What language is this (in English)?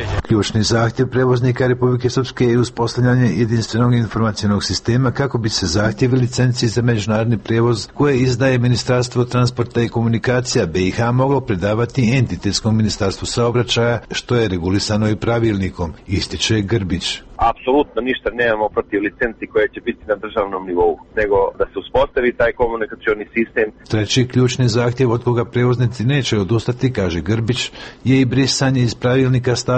Croatian